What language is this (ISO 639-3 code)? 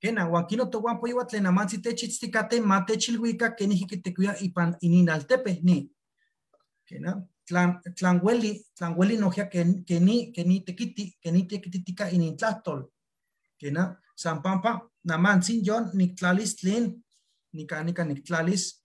nhe